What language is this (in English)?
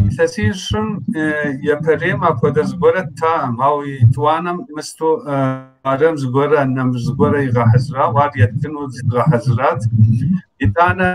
Kabardian